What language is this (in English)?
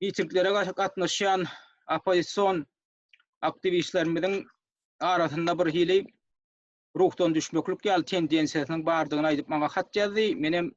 Turkmen